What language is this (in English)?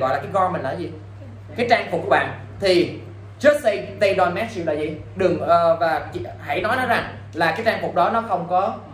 Vietnamese